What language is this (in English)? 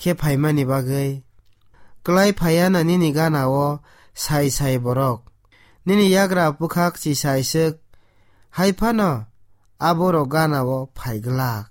Kok Borok